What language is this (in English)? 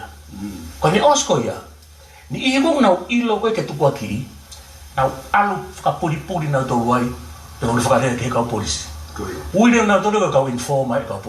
Tongan